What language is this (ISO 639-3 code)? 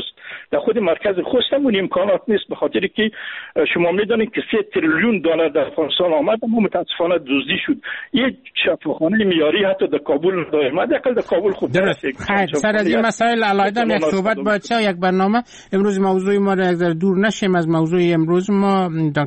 fas